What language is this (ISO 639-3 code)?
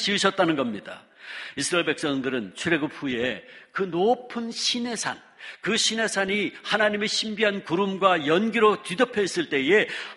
kor